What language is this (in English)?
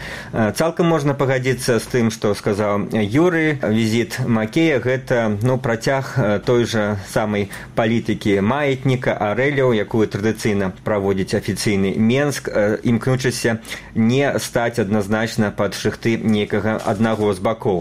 Belarusian